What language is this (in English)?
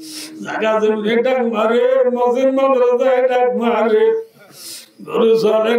Rohingya